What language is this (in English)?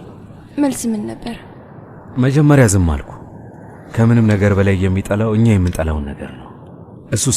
Amharic